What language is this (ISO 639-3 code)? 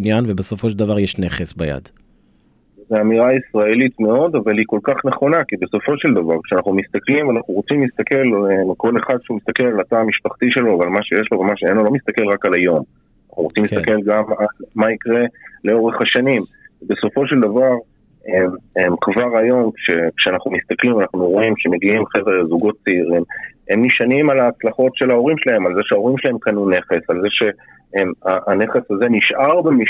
heb